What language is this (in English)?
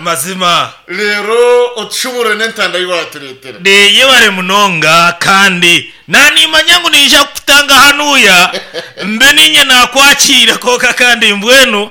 Nyankole